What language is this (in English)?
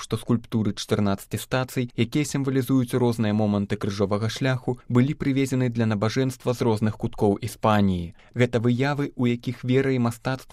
Belarusian